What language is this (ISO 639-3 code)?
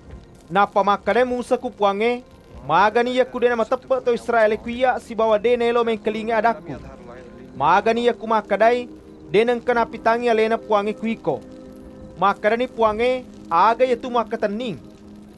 bug